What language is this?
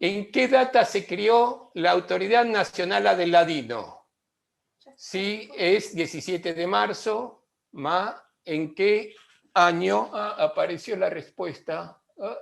Ladino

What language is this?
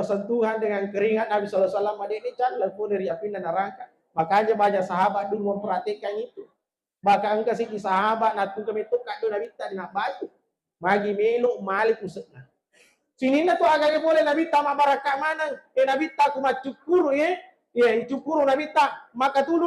Buginese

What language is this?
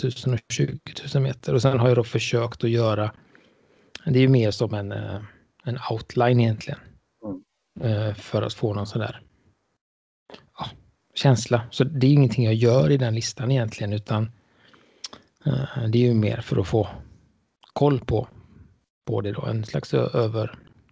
Swedish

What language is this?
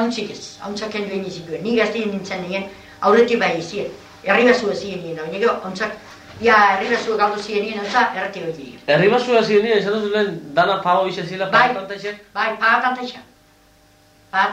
Basque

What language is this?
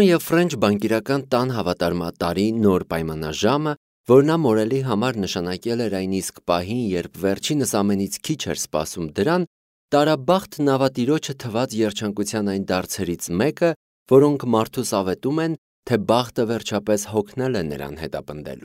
Armenian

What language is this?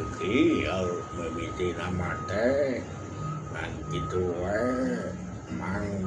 Sundanese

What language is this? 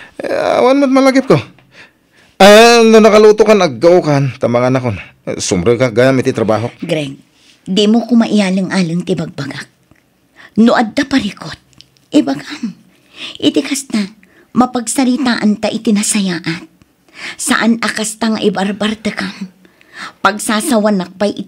Iloko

